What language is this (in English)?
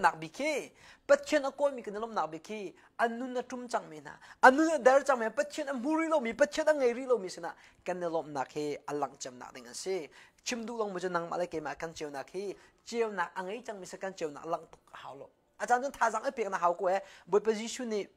Thai